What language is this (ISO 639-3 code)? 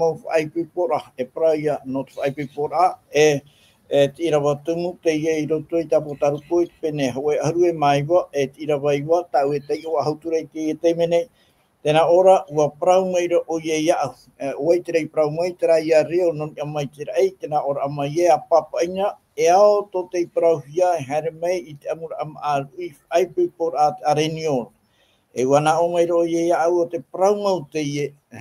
tah